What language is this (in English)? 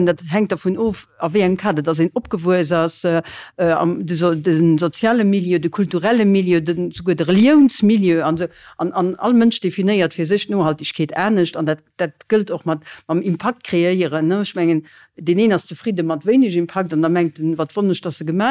Luxembourgish